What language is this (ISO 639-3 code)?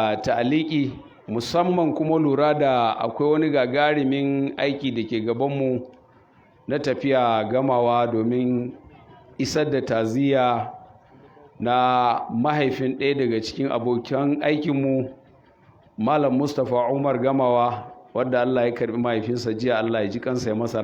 hau